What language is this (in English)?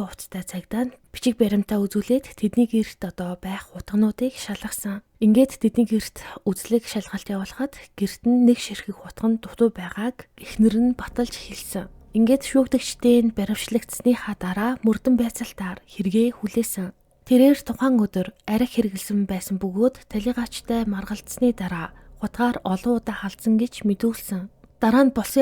Mongolian